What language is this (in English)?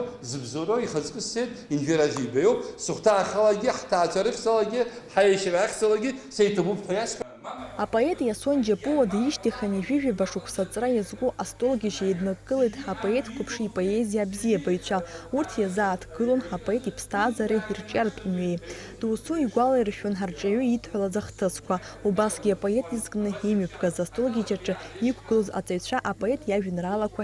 Abkhazian